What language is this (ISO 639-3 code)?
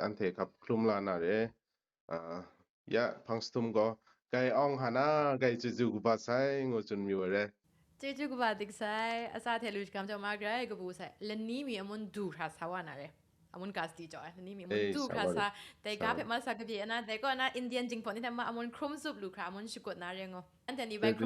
kac